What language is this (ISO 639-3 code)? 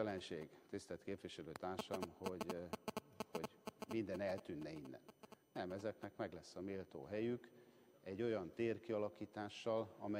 hun